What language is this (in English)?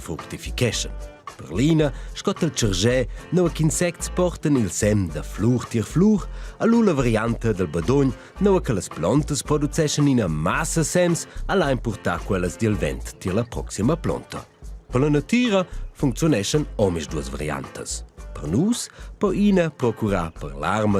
Romansh